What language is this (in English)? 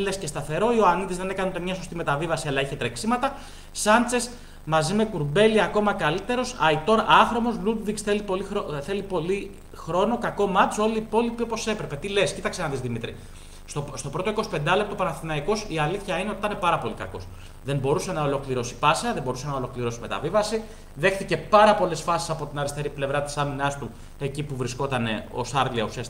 Greek